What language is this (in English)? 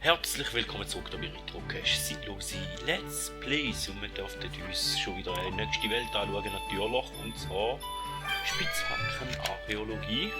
Swiss German